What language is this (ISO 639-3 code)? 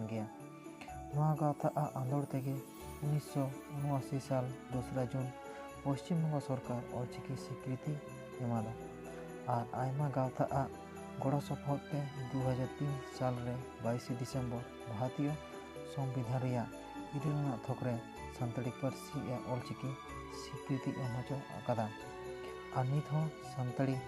sat